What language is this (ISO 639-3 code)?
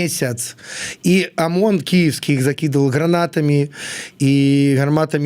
bel